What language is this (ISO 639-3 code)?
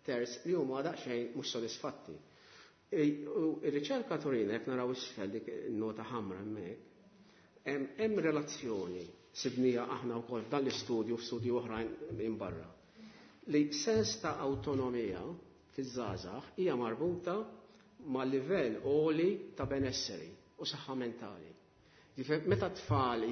mlt